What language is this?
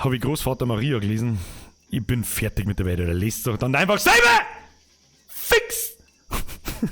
Bavarian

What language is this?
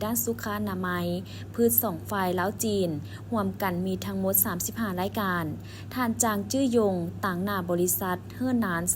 Lao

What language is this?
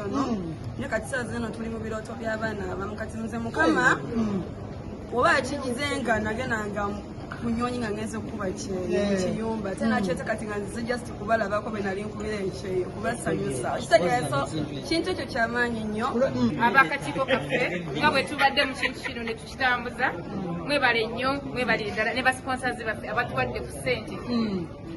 Ganda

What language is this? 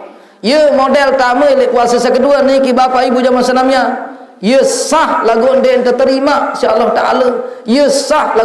Sasak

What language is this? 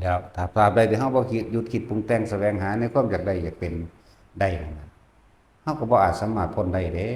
Northeastern Thai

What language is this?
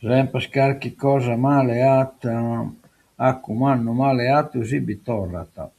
Sardinian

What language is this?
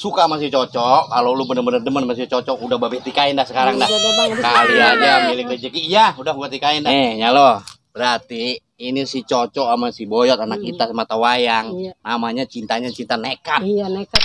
Betawi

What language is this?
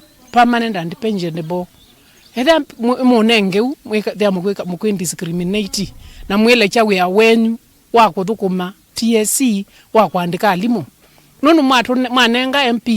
Kamba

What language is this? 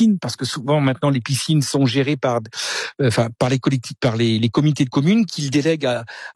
French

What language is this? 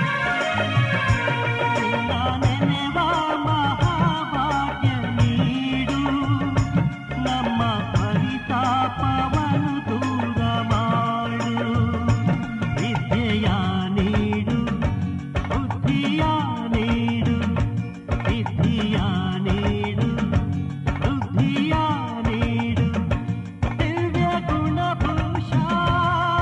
Kannada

